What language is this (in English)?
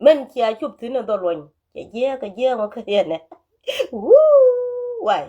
Nuer